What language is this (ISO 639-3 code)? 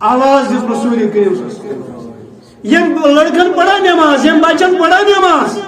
kas